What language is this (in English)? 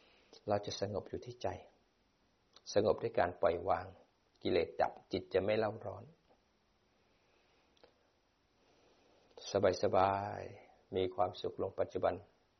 Thai